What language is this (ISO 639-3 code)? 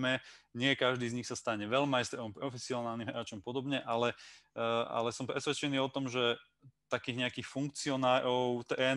slk